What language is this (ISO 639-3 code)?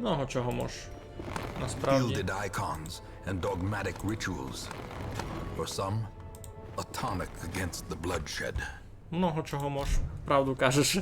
rue